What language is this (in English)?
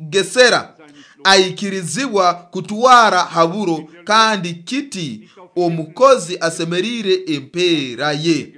Nyoro